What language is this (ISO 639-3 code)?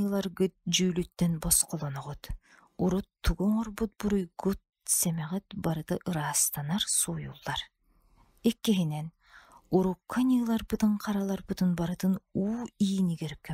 sah